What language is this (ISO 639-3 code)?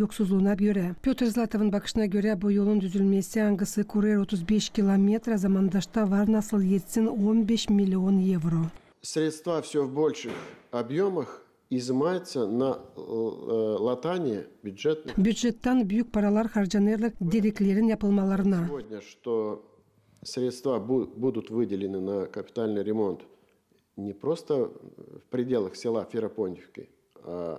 gag